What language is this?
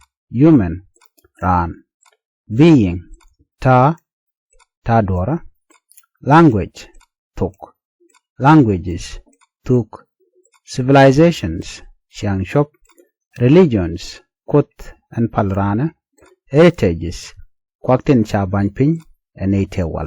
Nuer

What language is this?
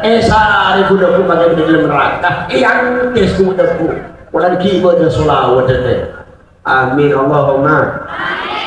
Madurese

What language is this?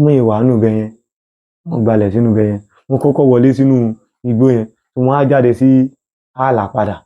Yoruba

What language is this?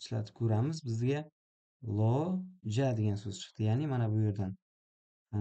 Uzbek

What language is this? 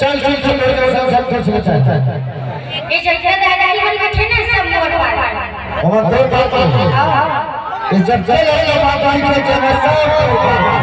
Chhattisgarhi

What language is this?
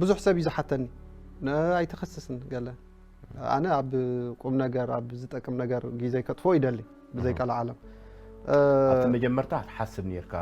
Tigrinya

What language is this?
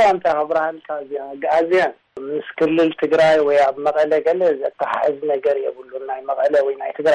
Tigrinya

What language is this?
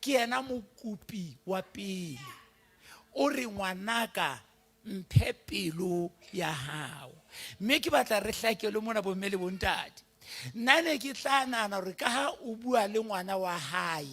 Southern Sotho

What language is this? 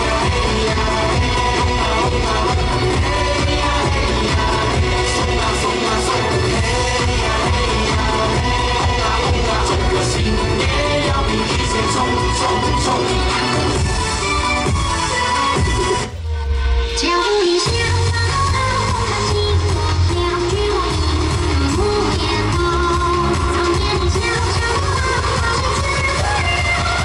Chinese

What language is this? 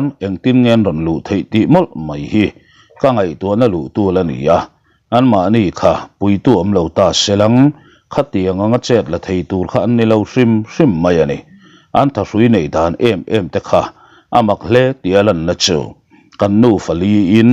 Mizo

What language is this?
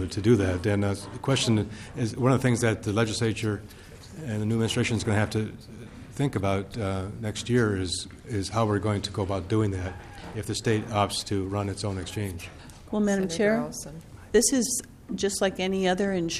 English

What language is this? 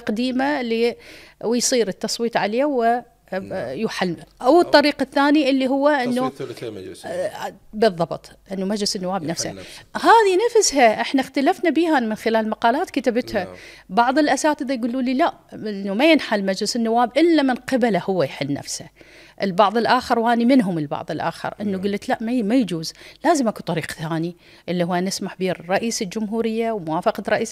Mesopotamian Arabic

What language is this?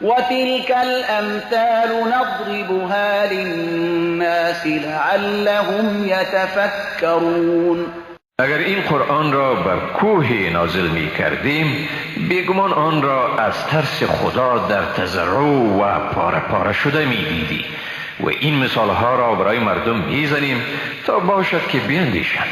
Persian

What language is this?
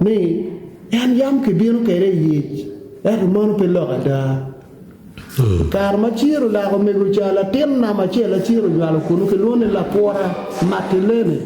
Acoli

